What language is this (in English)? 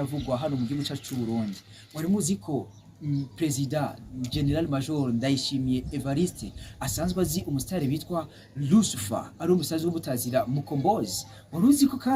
Rundi